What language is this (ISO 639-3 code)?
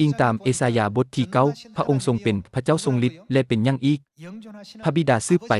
lao